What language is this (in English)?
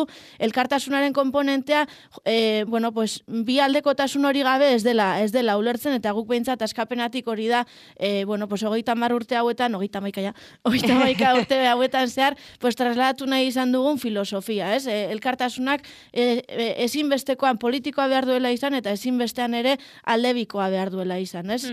Basque